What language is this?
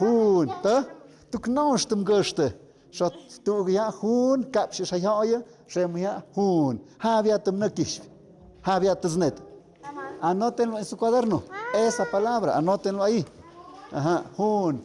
Tlahuitoltepec Mixe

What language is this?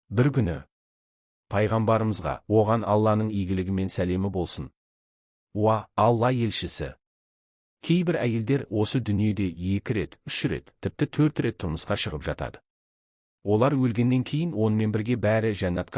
Kazakh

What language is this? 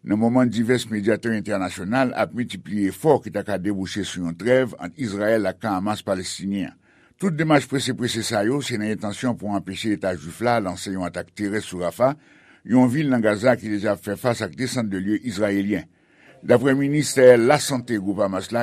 Haitian Creole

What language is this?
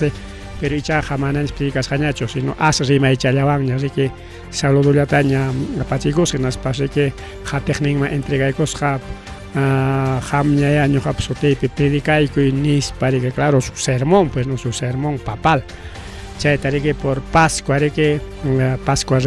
Ayacucho Quechua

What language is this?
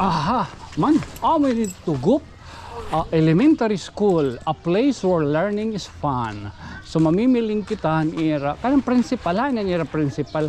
Waray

